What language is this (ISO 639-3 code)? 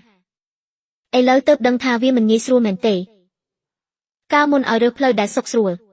khm